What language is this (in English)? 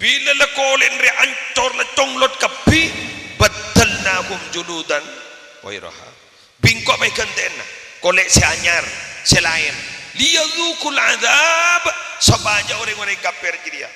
Madurese